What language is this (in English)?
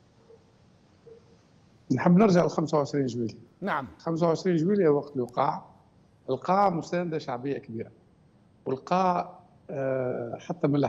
Tunisian Arabic